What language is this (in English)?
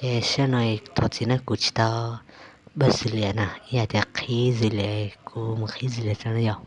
Hmong